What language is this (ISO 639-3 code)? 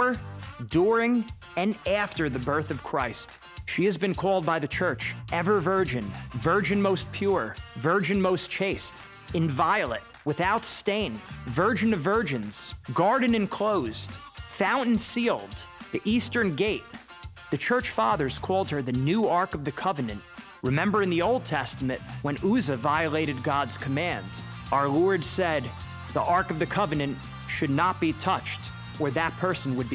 eng